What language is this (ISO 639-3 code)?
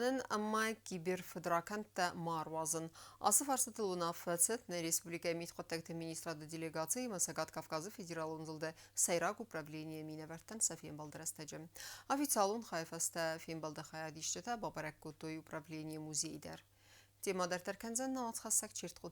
oss